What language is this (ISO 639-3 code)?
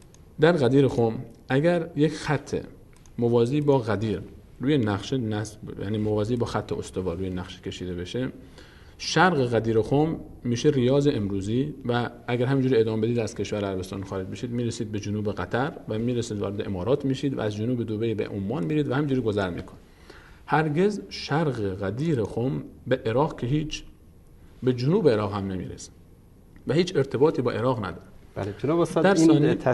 fas